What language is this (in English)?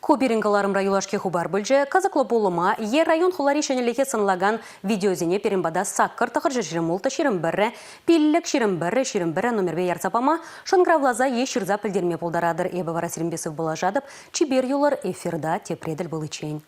Chuvash